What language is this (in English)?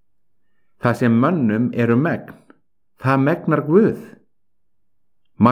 Icelandic